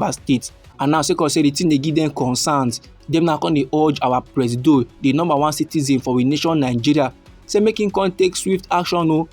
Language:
Nigerian Pidgin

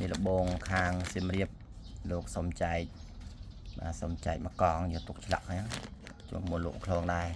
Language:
Khmer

